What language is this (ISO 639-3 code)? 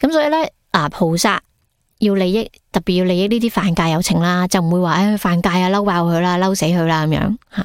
yue